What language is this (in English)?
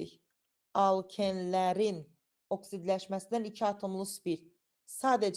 Azerbaijani